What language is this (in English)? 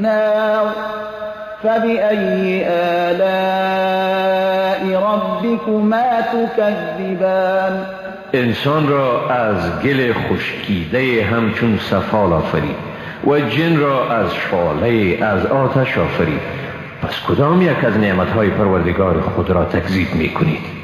Persian